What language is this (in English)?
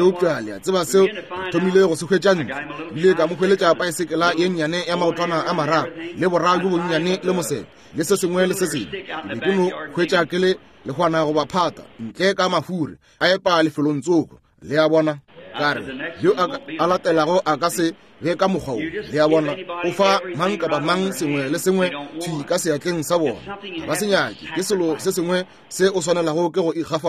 Northern Sotho